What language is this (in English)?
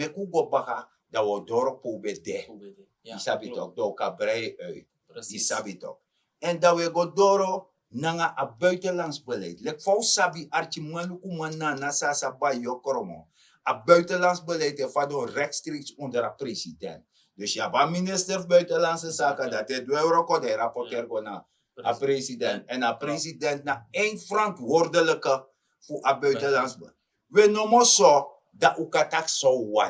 Sranan Tongo